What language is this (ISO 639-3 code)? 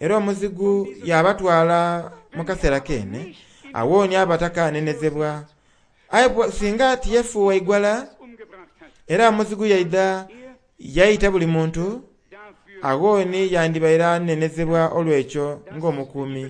xog